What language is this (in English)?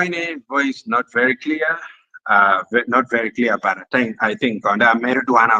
Acoli